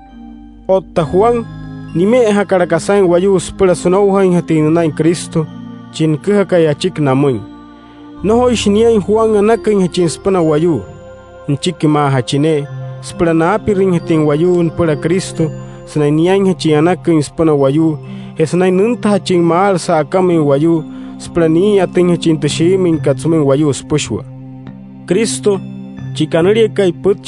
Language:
Wayuu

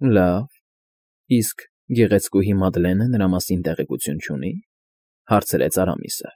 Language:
Armenian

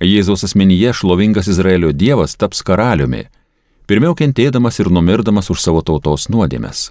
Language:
Lithuanian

